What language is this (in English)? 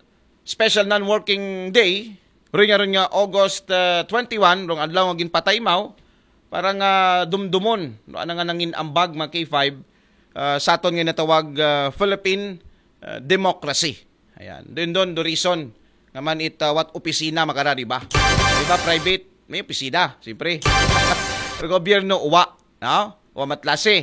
Aklanon